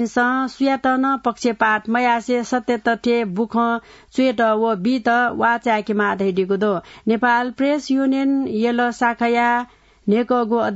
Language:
Newari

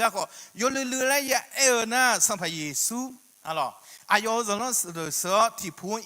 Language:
Akha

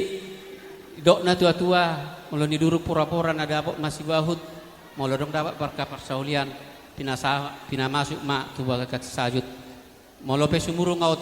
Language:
Batak Toba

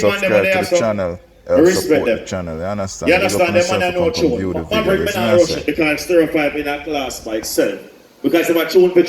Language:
Jamaican Creole English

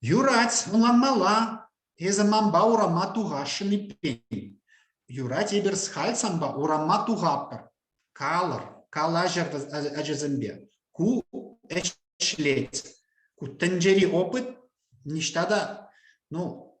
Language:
Chuvash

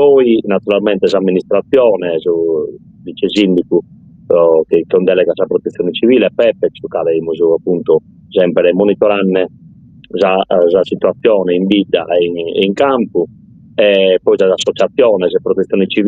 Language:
Sardinian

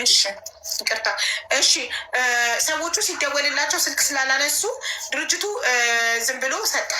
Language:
Amharic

